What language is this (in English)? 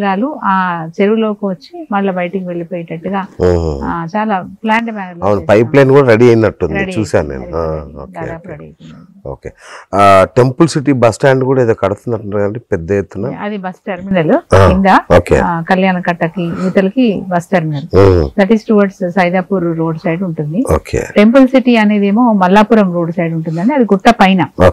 Telugu